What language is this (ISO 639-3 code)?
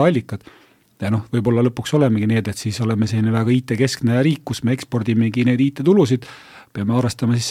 est